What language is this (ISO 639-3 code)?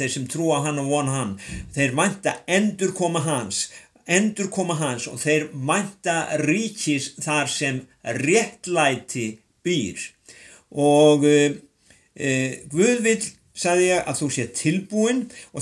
isl